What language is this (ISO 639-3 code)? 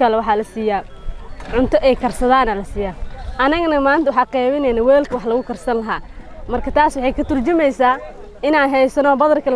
som